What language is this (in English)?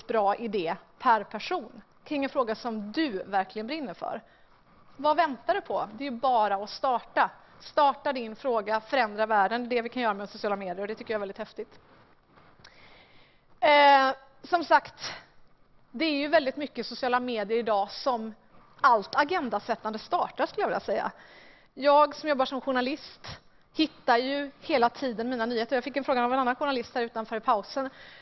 Swedish